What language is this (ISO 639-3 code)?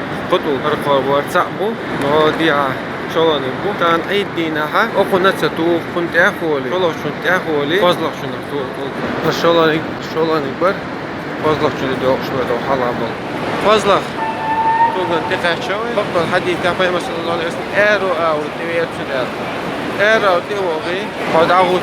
che